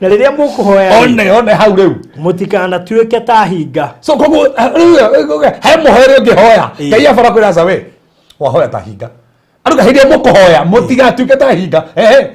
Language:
Kikuyu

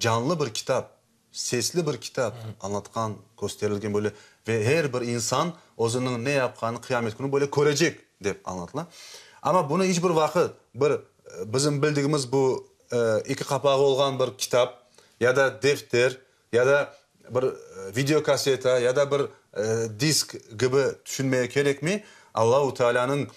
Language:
Crimean Tatar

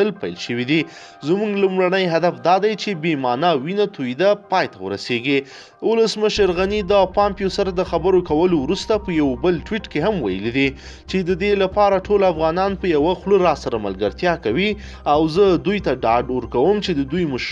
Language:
Pashto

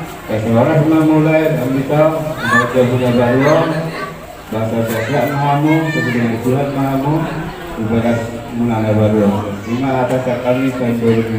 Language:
Batak Toba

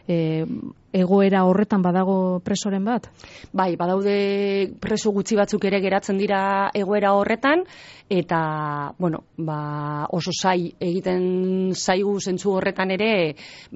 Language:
Basque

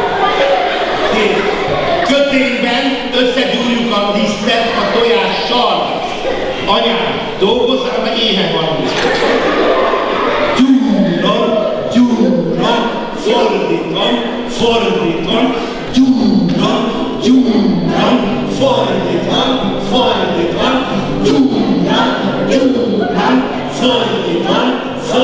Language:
Hungarian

